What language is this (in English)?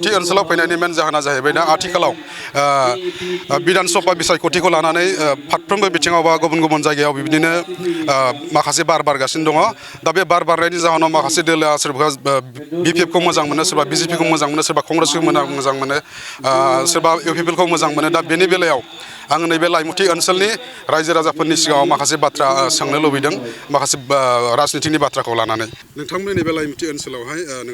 Bodo